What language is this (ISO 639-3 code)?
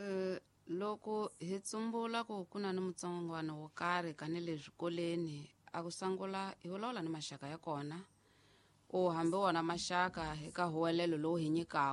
tso